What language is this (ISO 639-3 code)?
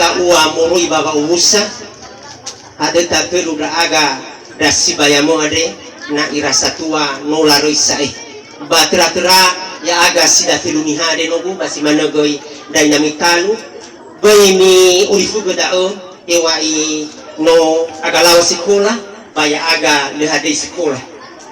nia